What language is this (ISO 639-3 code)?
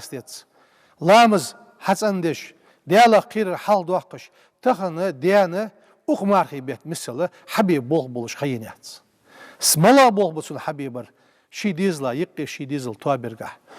inh